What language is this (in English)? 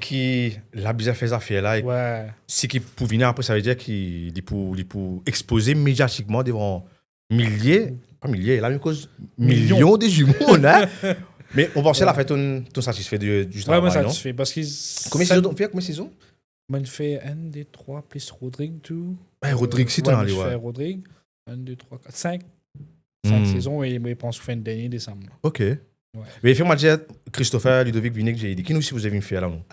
Morisyen